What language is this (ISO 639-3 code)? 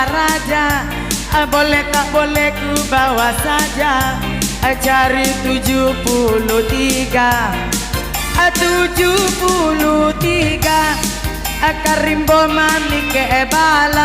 min